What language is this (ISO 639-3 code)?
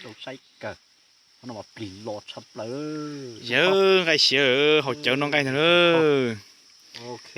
hmn